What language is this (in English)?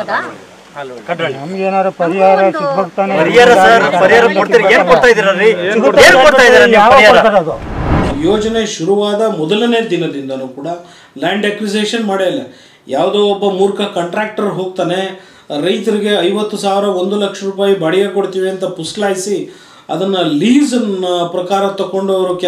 Kannada